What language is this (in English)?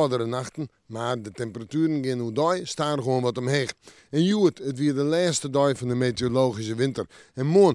Western Frisian